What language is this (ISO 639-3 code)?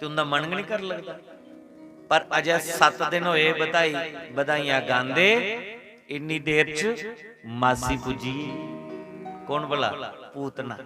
doi